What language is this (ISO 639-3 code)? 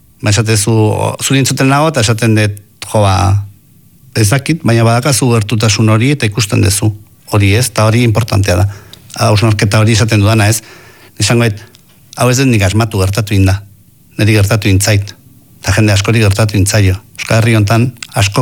eus